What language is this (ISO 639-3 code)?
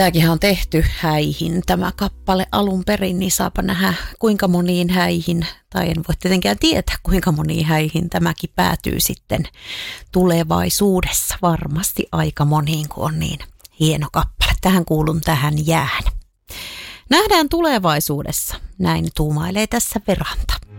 fin